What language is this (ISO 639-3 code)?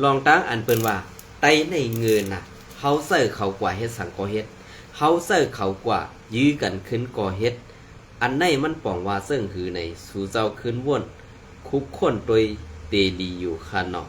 shn